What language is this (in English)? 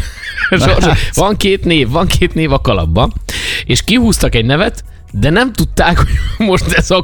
Hungarian